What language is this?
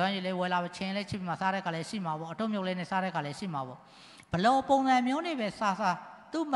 Burmese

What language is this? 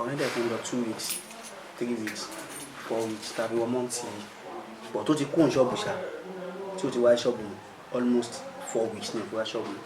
Yoruba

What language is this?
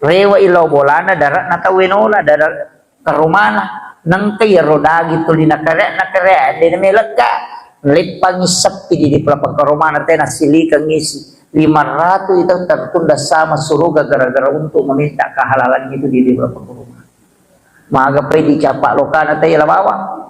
Buginese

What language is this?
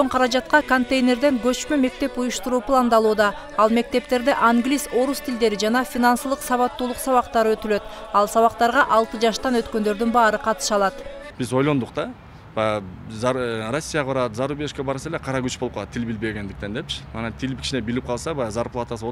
Kyrgyz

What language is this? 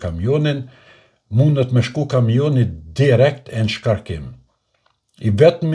Albanian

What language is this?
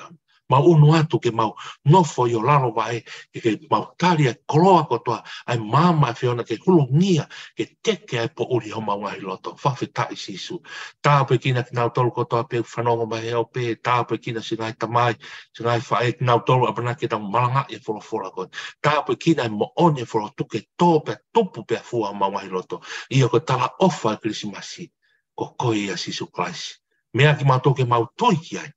Tongan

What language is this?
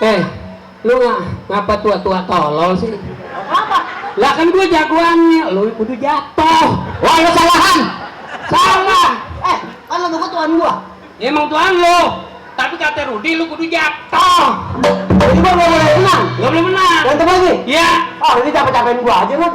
Betawi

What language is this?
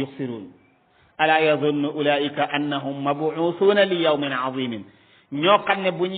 Wolof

